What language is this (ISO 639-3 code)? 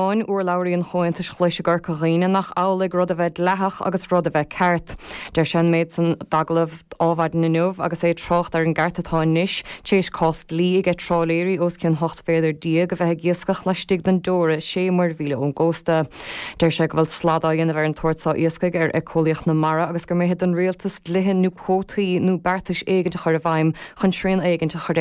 gle